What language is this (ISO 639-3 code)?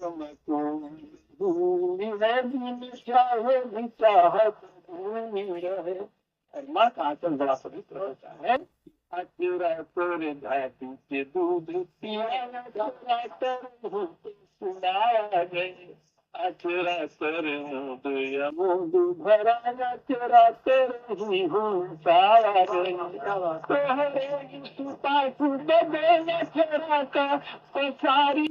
awa